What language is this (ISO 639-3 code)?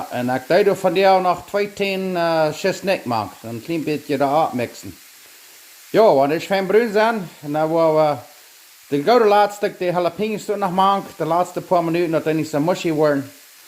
pdt